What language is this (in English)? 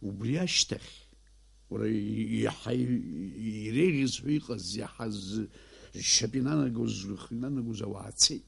Abkhazian